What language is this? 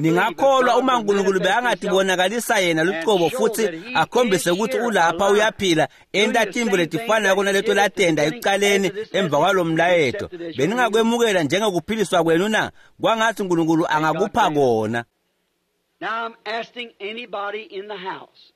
Swati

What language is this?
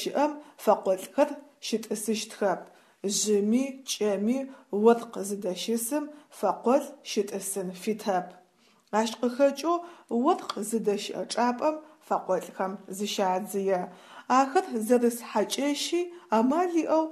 Adyghe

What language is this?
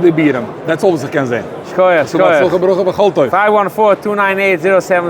Yiddish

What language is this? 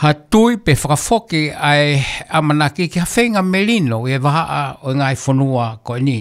Tongan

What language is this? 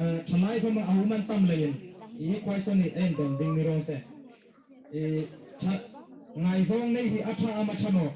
Hmar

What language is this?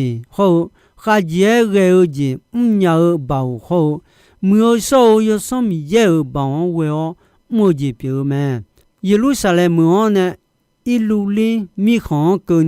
Akha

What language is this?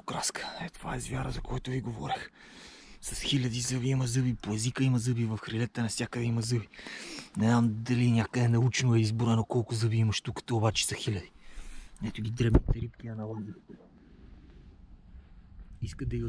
Bulgarian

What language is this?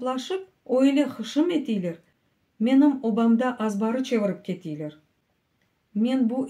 Crimean Tatar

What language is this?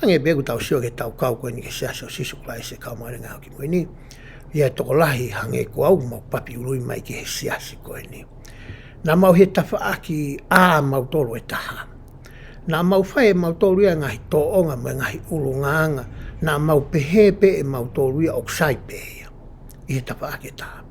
Tongan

